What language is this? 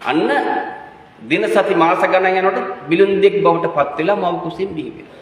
Sinhala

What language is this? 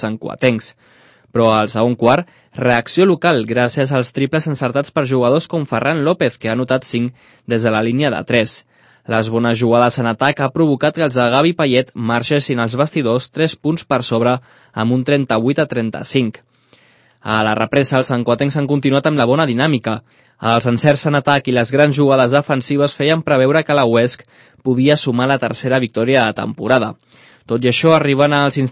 Catalan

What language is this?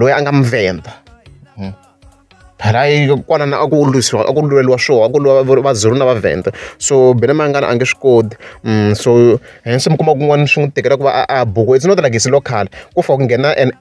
Tsonga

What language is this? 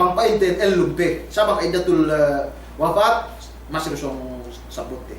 Yakan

